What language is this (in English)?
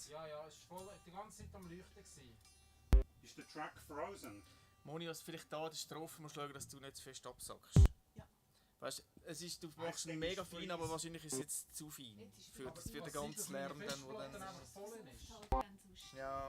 Swiss German